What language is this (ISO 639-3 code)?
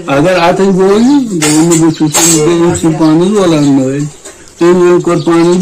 kas